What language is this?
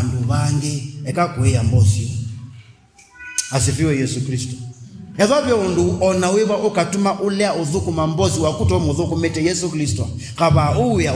Kamba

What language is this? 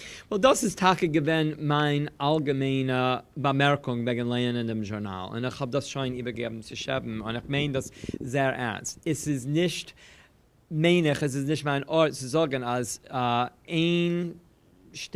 Yiddish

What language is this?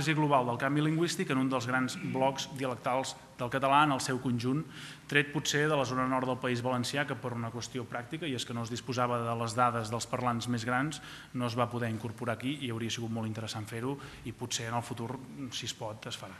Catalan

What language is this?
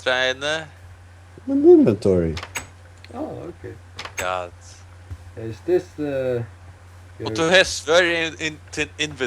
Faroese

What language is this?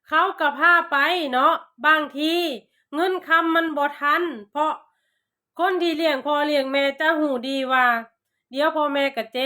Lao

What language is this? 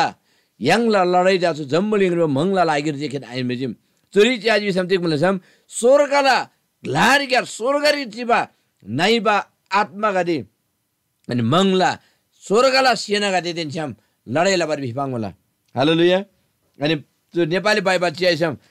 Eastern Tamang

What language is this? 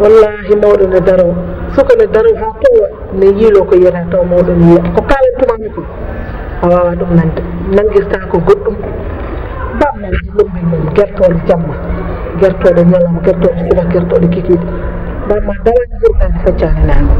Fula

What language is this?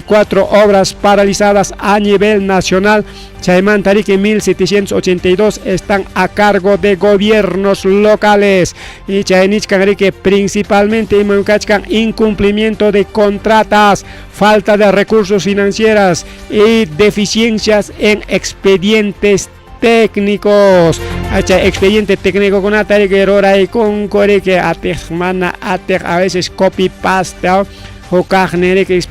Ayacucho Quechua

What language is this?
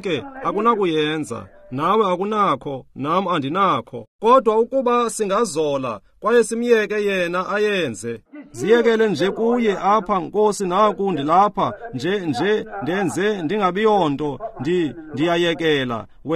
Xhosa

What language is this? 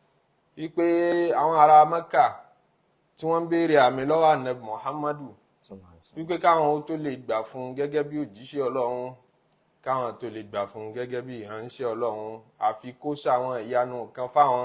Yoruba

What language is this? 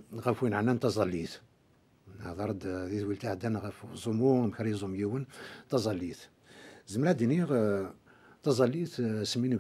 Kabyle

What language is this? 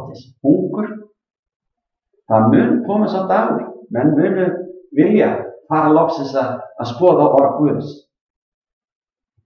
Icelandic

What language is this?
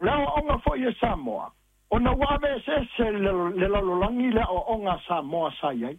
Samoan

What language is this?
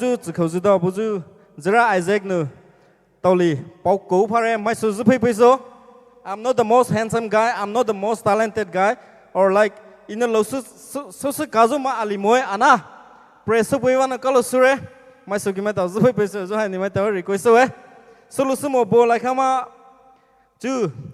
Poumei Naga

